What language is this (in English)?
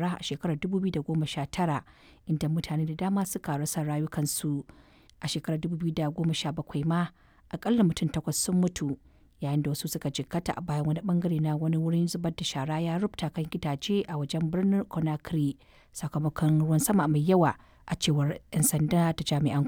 Hausa